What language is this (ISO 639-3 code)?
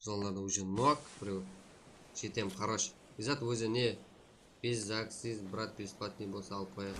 kaa